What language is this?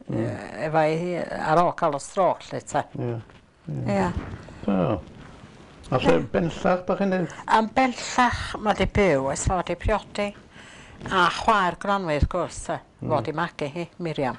Welsh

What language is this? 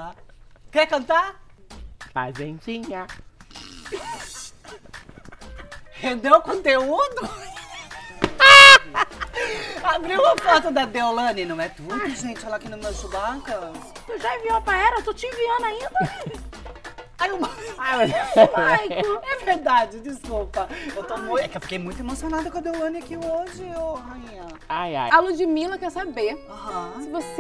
Portuguese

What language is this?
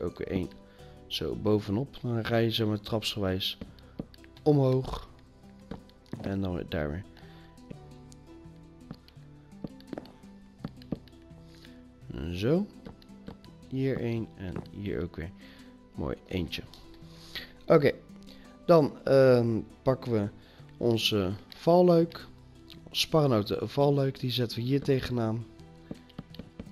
Dutch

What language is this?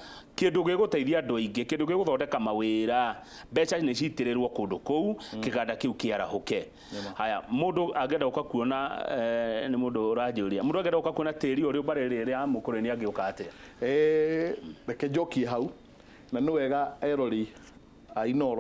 Kikuyu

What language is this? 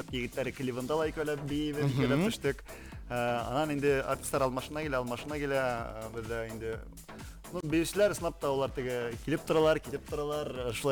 Bashkir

